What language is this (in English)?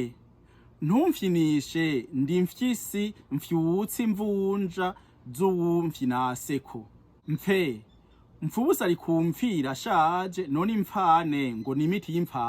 Rundi